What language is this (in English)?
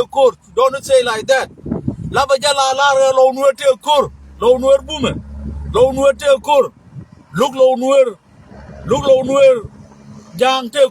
Nuer